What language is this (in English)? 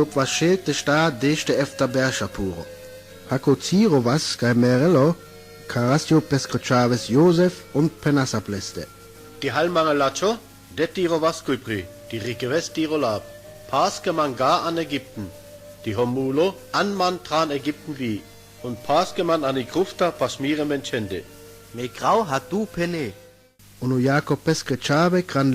Sinte Romani